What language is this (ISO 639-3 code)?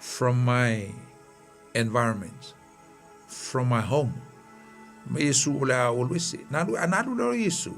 smo